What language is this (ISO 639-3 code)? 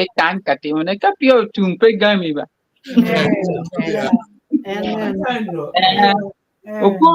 ach